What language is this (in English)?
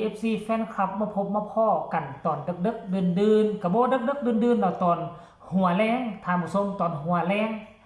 Northeastern Thai